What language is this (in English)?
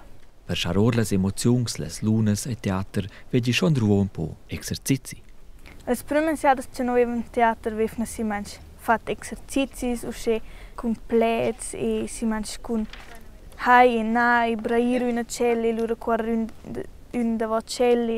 Romansh